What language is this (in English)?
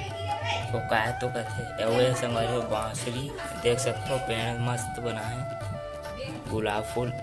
Chhattisgarhi